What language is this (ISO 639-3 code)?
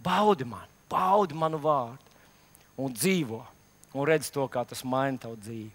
lav